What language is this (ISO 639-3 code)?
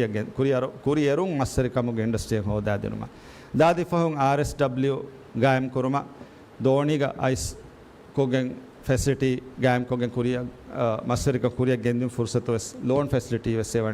div